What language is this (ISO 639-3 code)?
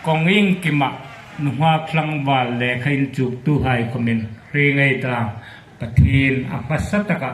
hmr